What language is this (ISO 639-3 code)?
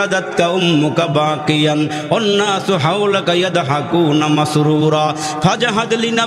ben